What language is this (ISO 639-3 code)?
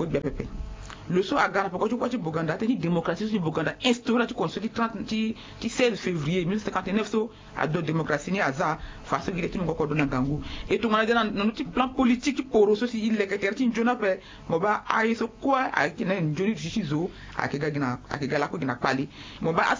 sag